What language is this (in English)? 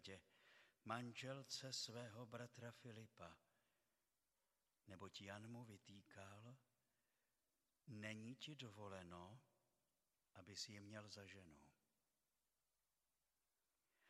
Czech